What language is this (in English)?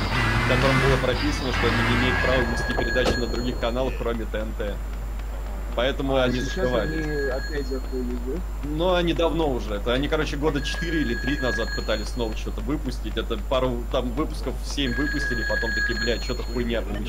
Russian